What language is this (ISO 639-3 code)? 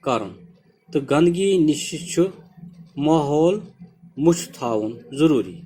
kas